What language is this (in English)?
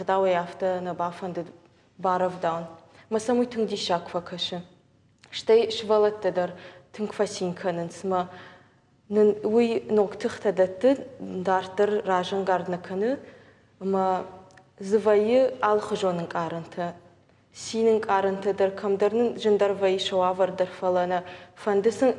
Ossetic